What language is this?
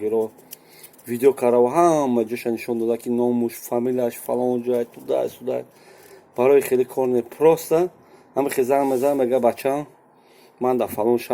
Tajik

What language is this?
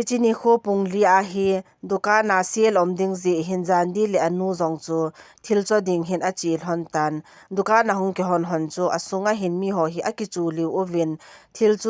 Thado Chin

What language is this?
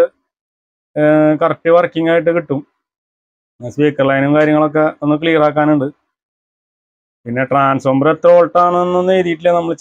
Malayalam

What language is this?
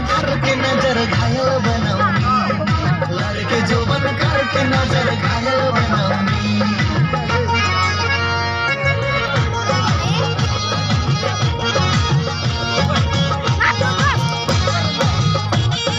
Bhojpuri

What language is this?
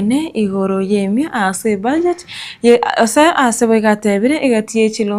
Gusii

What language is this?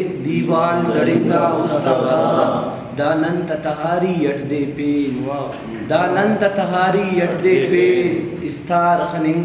Brahui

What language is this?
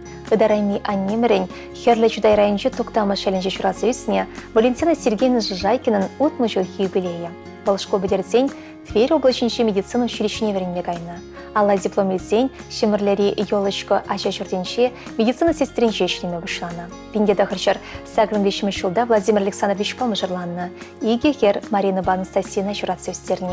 Chuvash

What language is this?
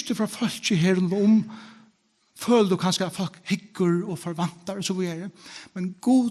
Faroese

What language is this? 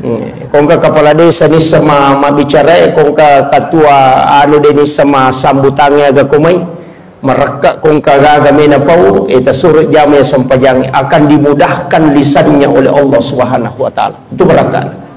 Buginese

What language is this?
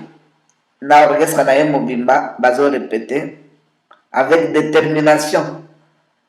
Lingala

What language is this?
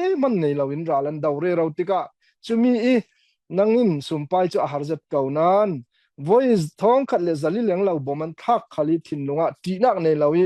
Falam Chin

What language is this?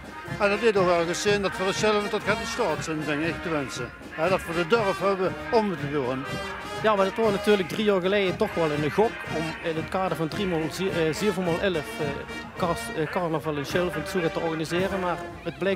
Limburgish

